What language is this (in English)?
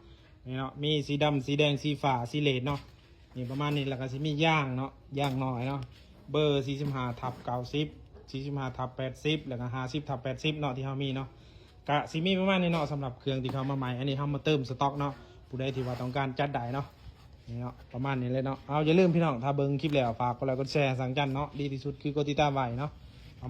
Lao